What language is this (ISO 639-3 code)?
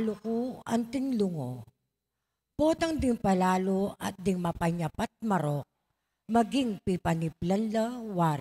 pam